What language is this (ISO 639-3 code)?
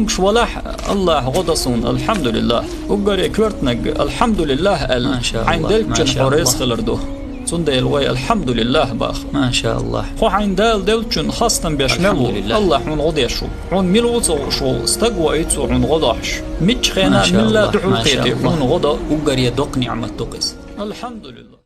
che